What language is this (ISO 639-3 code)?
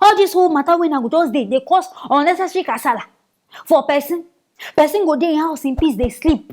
pcm